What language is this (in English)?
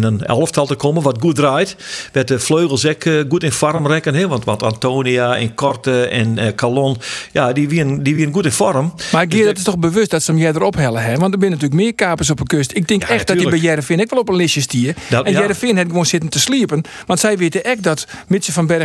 Western Frisian